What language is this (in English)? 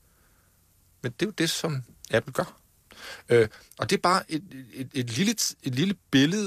Danish